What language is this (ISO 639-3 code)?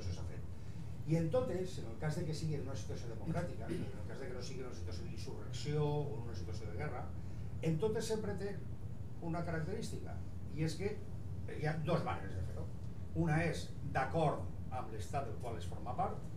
cat